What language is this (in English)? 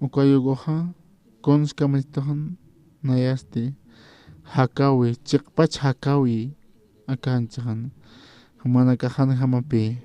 Aymara